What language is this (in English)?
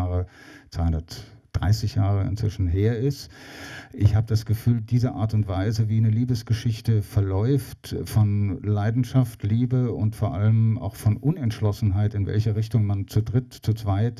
German